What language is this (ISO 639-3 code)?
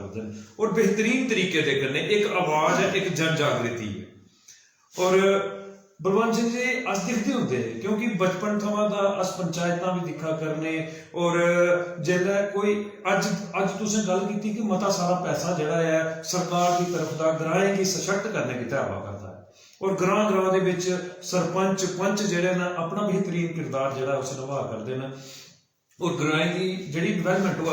doi